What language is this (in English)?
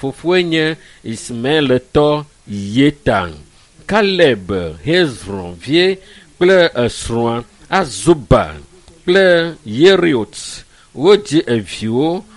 Ewe